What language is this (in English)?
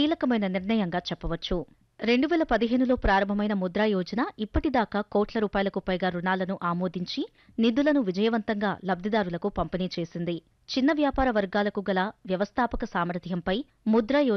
Telugu